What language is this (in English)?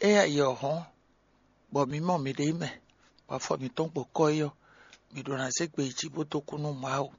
Fon